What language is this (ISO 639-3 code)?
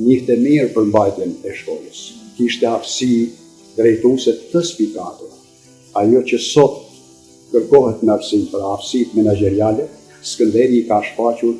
sqi